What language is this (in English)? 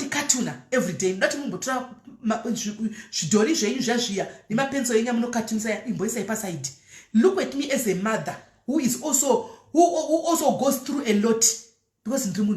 Shona